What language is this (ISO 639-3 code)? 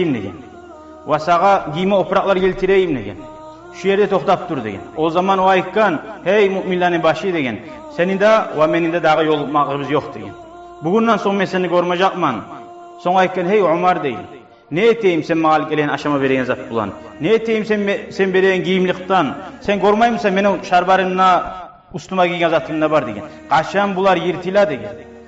kum